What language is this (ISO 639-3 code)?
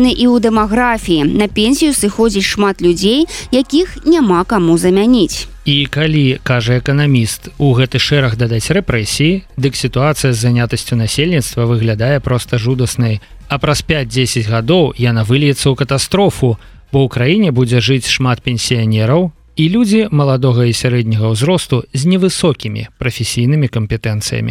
bel